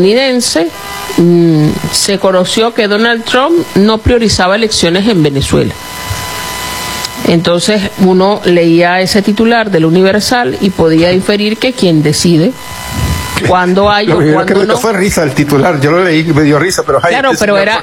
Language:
Spanish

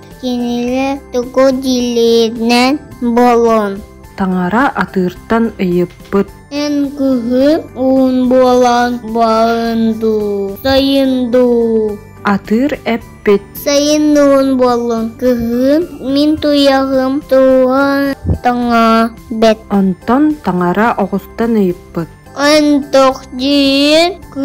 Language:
Yakut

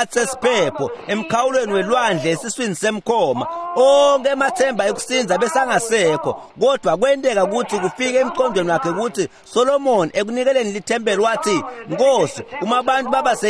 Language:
Swati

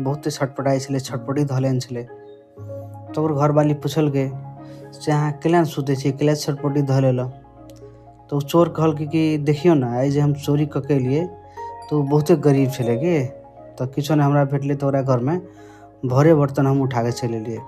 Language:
Maithili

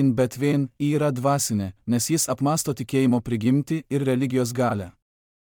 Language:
Lithuanian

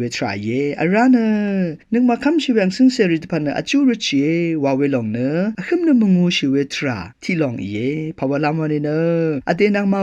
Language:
Rawang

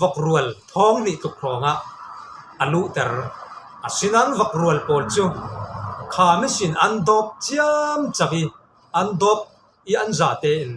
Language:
Falam Chin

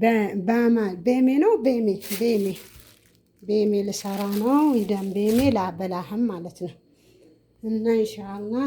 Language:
Amharic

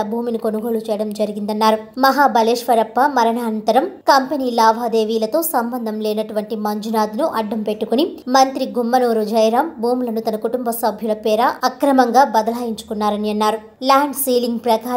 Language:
Telugu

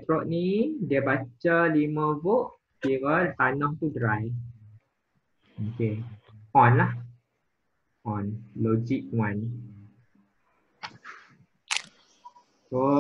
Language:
Malay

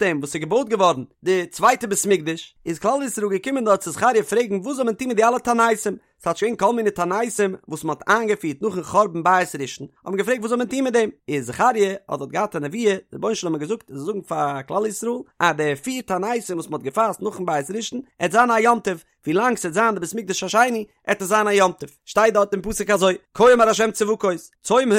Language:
Yiddish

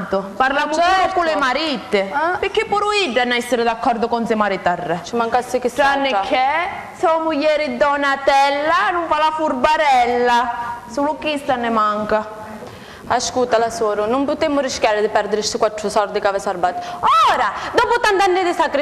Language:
Sicilian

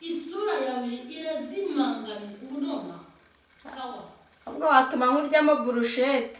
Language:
Kinyarwanda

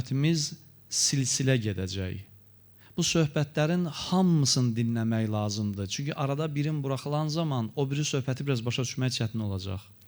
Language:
Azerbaijani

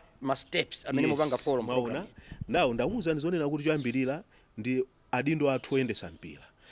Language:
Nyanja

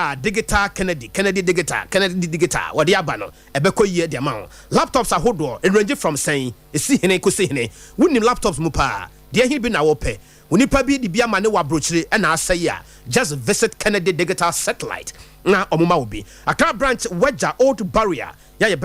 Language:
Akan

